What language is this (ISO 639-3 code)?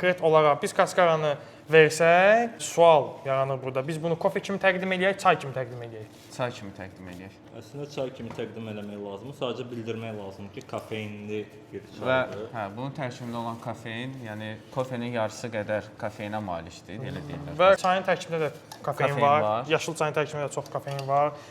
aze